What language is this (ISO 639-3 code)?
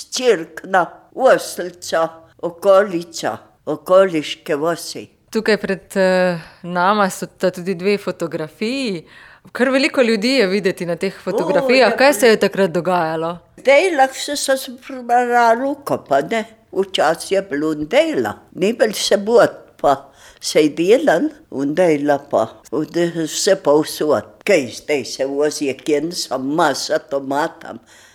slv